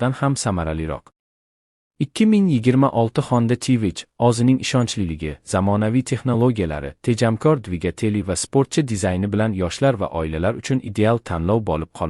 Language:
Uzbek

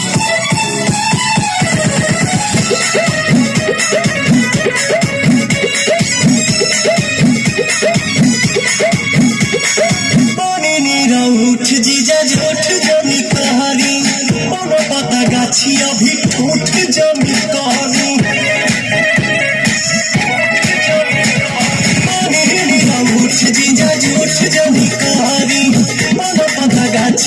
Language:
Bhojpuri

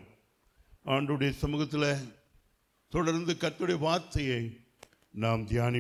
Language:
Tamil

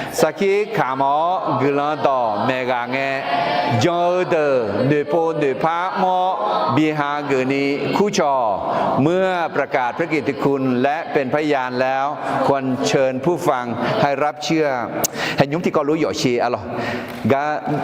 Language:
Akha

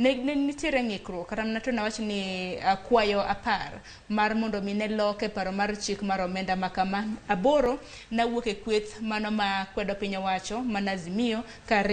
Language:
Luo (Kenya and Tanzania)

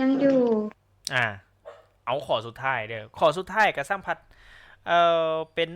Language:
Lao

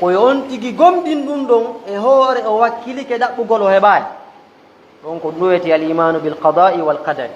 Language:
Fula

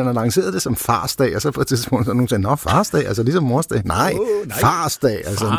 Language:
Danish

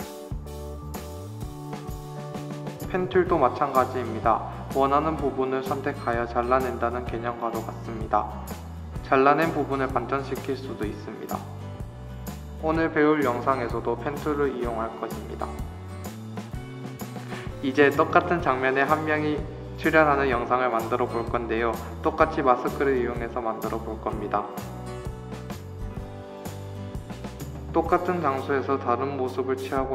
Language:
Korean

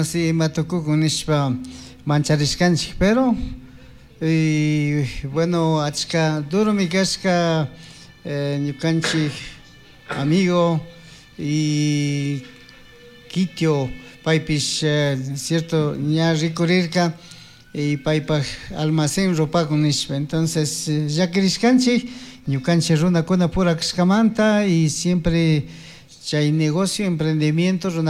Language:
Chimborazo Highland Quichua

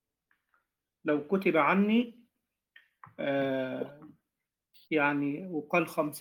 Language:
Arabic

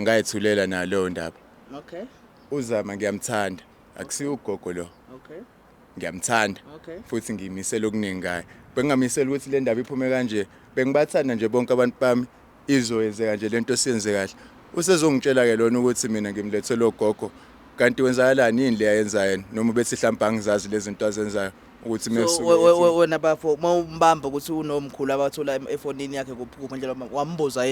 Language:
Zulu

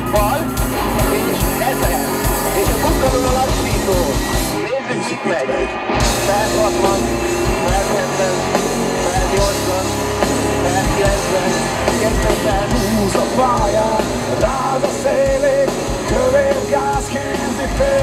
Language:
Hungarian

